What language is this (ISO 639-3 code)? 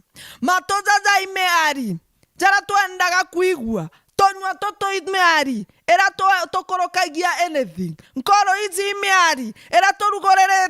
mer